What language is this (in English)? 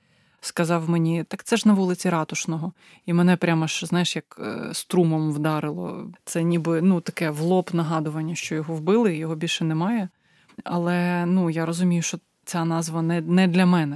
Ukrainian